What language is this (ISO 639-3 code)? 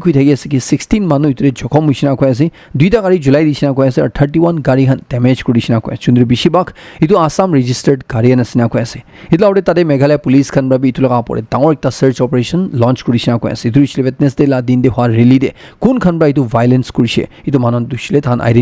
nag